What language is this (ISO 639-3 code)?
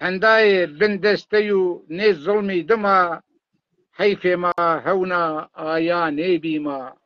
zza